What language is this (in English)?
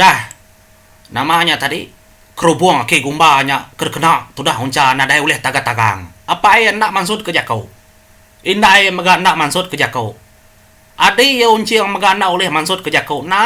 Iban